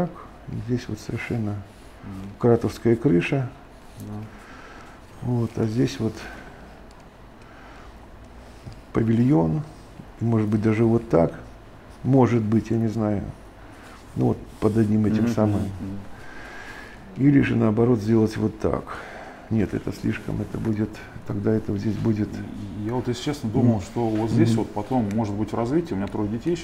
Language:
Russian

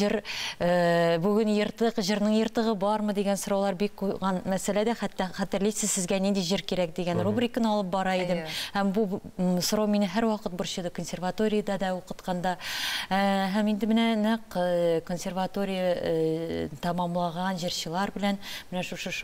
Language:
Tatar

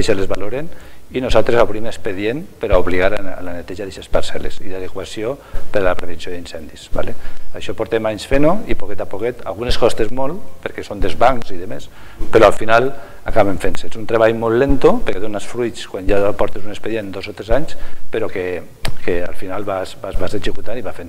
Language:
Catalan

